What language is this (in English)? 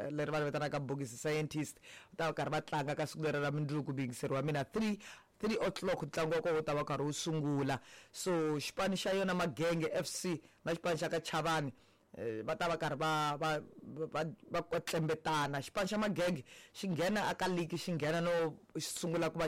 Tsonga